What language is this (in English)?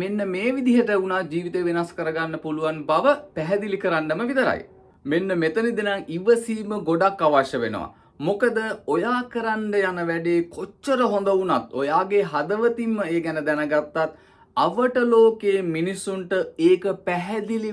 Sinhala